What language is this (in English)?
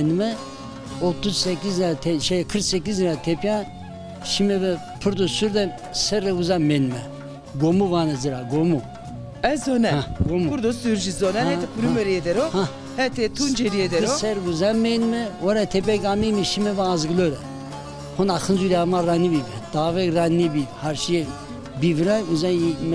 Zaza